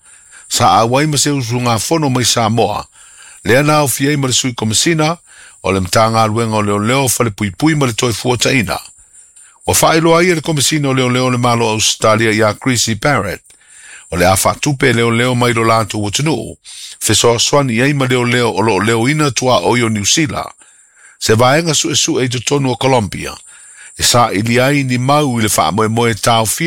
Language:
Samoan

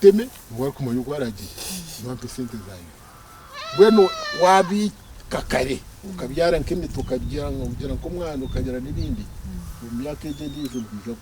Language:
Nyankole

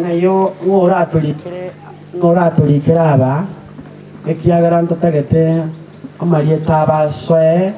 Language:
Gusii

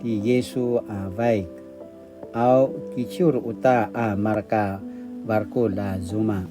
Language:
Paiwan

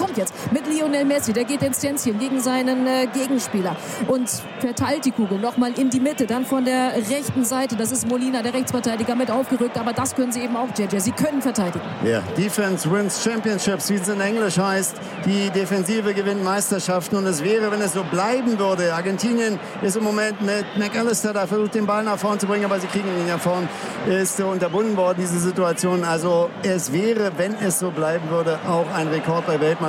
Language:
German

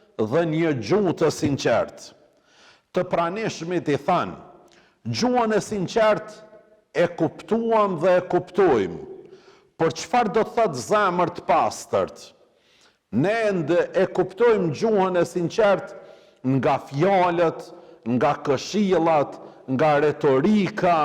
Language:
Albanian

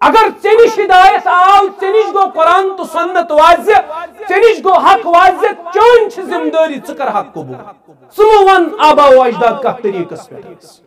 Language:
Kashmiri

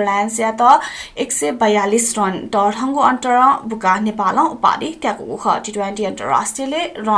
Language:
Newari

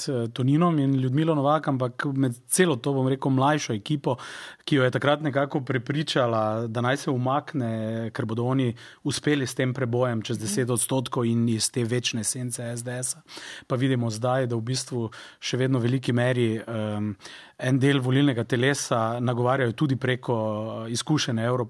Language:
Slovenian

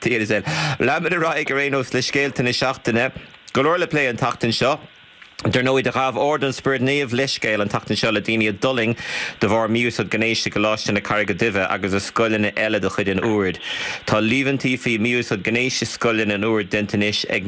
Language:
Irish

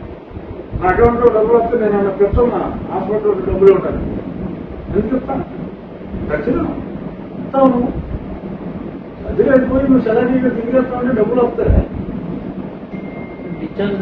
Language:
Telugu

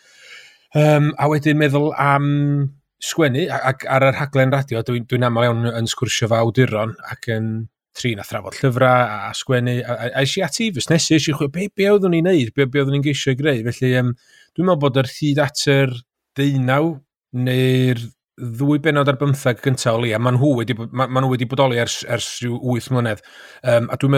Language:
Welsh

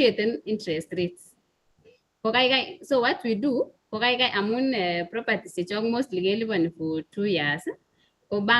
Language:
Kalenjin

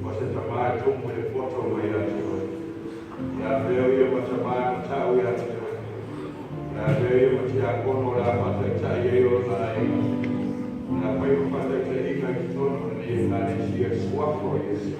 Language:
Samoan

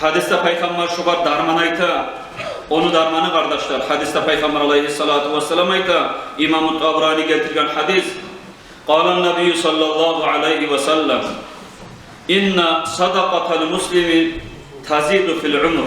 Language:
Kumyk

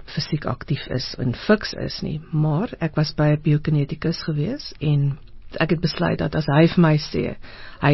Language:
Afrikaans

